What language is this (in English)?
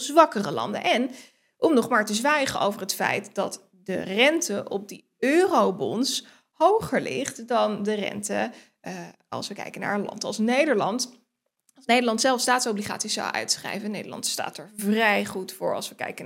Dutch